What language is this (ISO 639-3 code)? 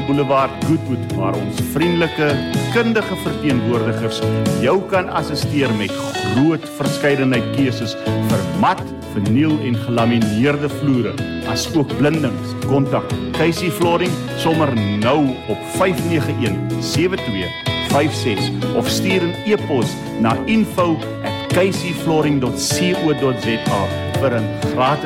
afr